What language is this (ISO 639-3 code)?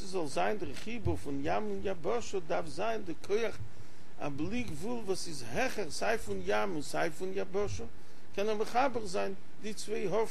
yid